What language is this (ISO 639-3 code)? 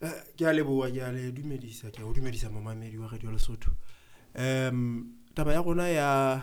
sot